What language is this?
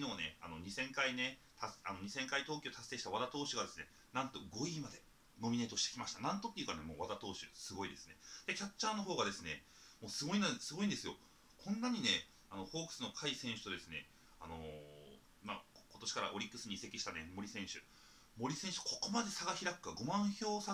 Japanese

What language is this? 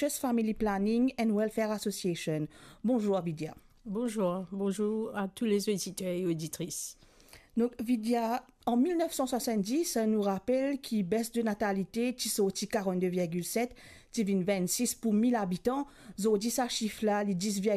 Morisyen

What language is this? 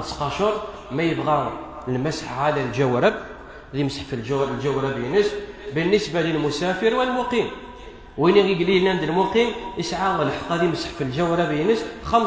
Kabyle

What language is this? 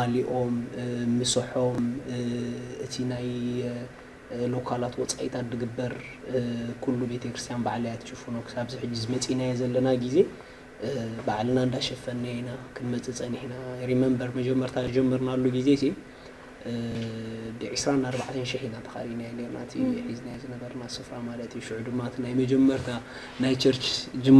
Tigrinya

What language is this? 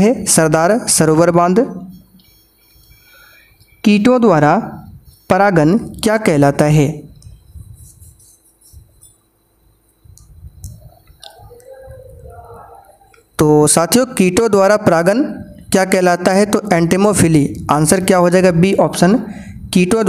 Hindi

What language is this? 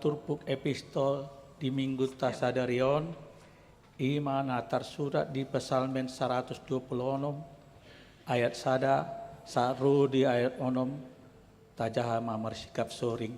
Batak Toba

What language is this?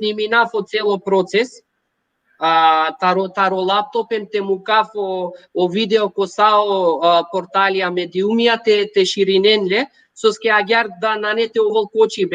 Balkan Romani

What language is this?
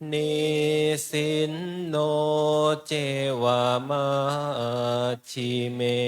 Pali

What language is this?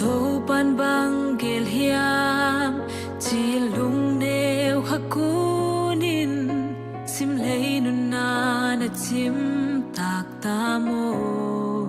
Tedim Chin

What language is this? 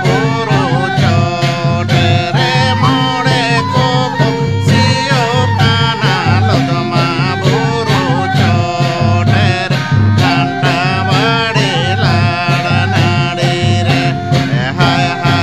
Santali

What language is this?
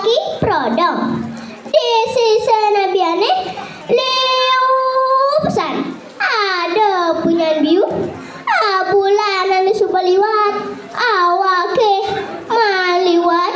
Balinese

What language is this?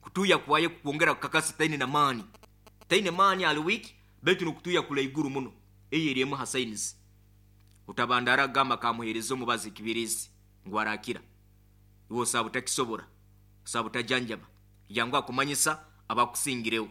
Nyoro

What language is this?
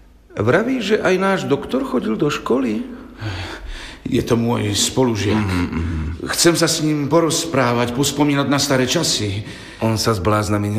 Slovak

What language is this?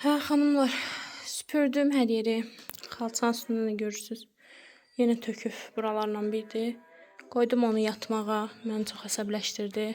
Azerbaijani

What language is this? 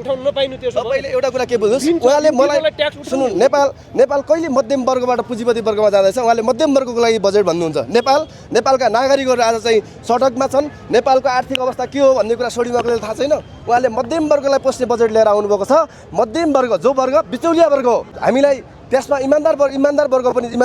Nepali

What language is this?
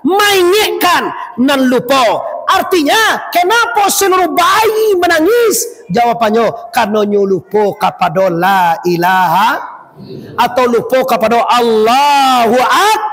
Minangkabau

